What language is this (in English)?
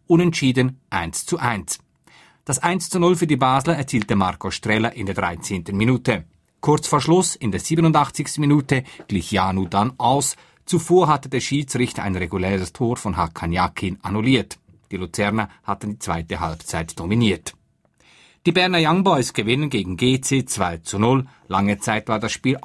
German